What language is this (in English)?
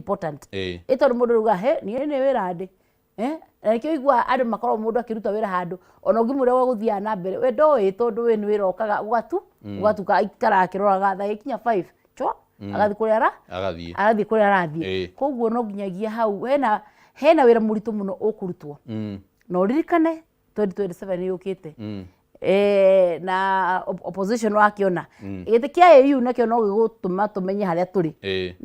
Kikuyu